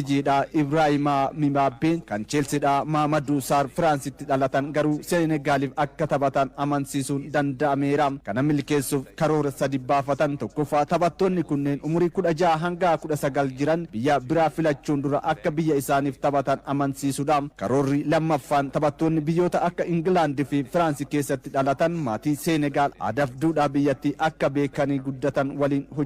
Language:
Oromo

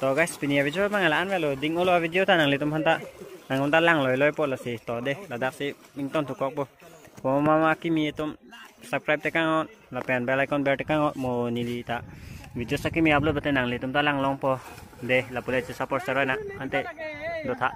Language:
Karbi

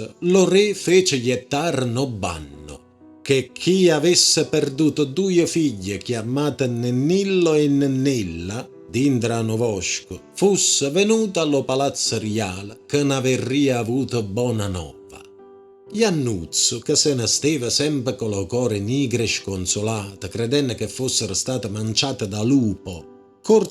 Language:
Neapolitan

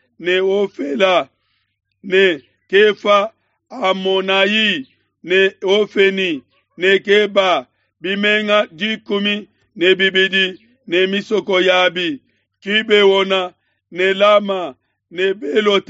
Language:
Luba-Lulua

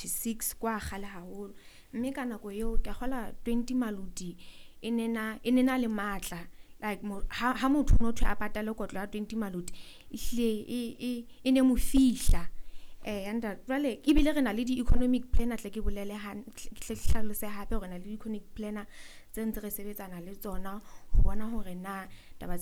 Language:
Southern Sotho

